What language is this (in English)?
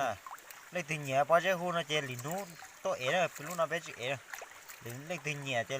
Hmong